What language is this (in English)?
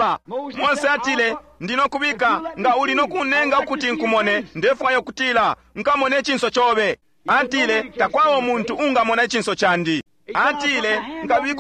Bemba